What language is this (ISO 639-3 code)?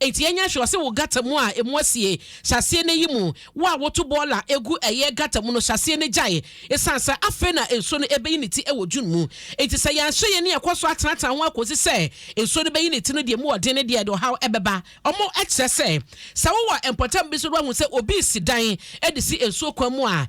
aka